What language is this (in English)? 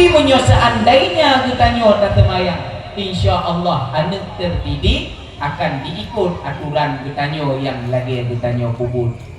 Achinese